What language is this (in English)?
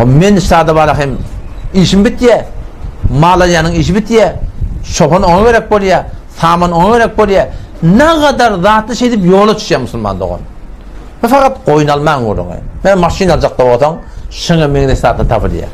Turkmen